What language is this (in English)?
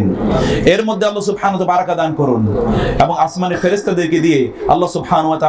Bangla